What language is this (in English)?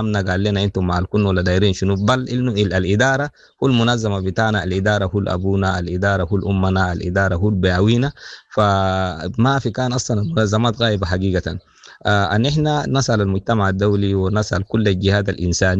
Sudanese Arabic